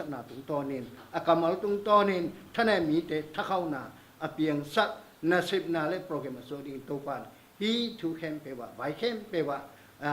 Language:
Tedim Chin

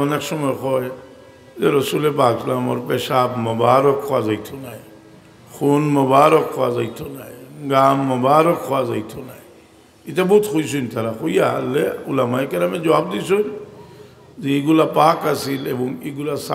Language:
Sylheti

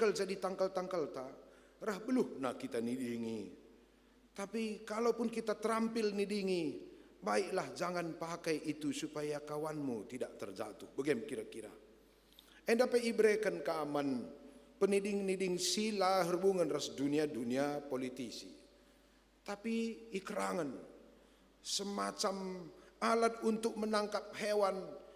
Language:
Batak Karo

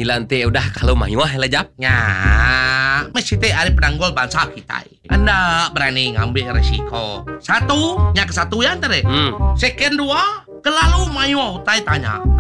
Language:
Iban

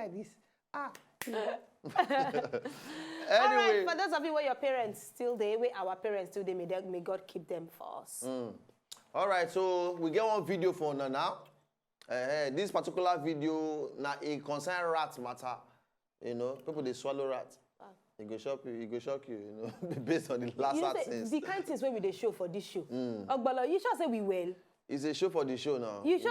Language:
Nigerian Pidgin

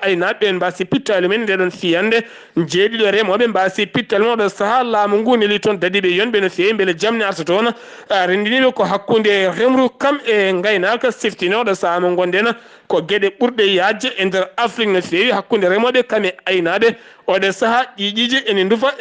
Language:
Fula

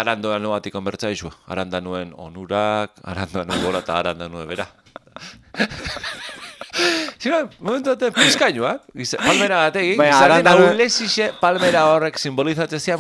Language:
Basque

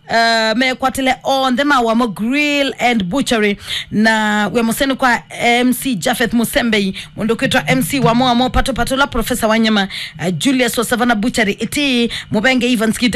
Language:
Kamba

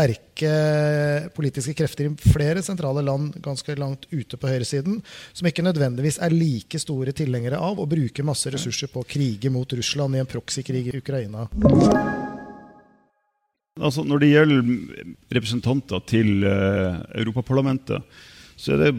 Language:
Norwegian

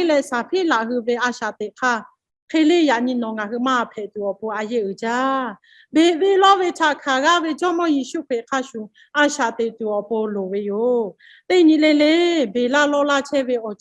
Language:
Lahu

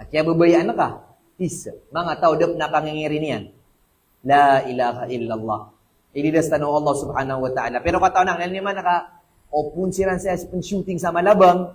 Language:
Maranao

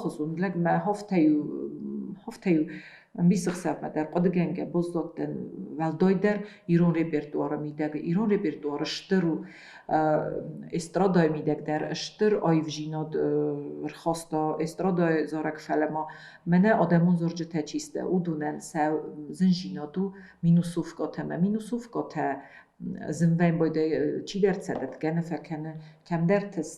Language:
Ossetic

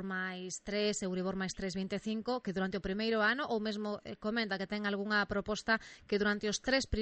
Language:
Galician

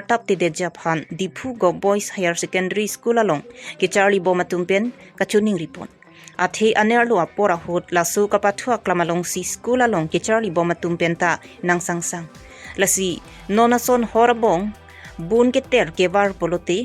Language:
Karbi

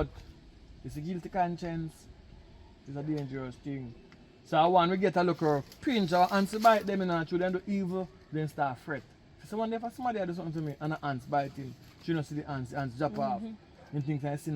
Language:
Jamaican Creole English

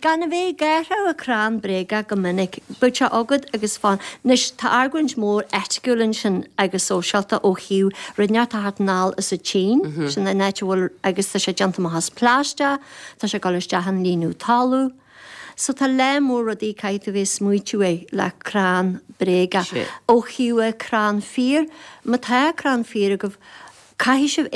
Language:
Irish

